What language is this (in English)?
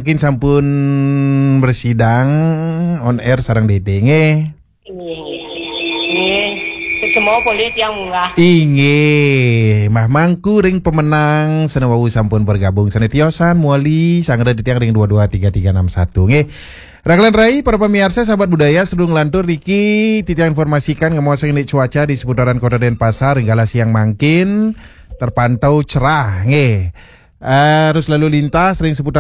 Balinese